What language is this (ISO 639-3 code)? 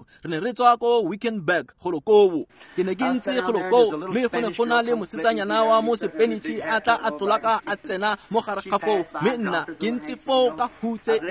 tsn